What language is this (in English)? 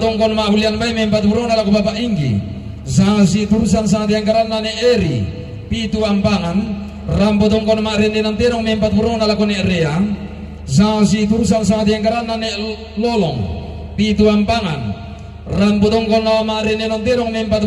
Toraja-Sa'dan